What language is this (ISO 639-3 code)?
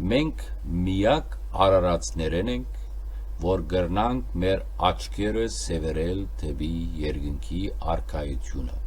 hyw